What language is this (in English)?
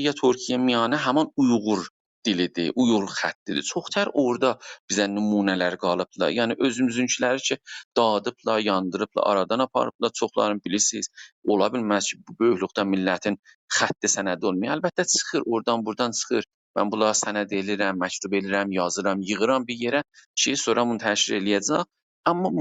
South Azerbaijani